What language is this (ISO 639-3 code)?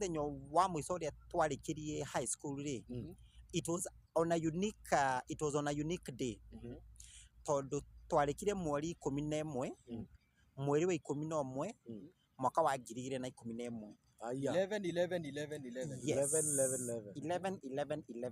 kik